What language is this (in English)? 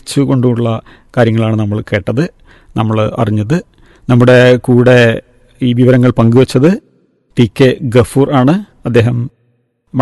Malayalam